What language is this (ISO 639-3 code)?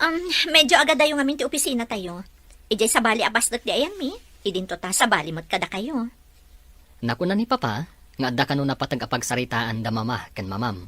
ilo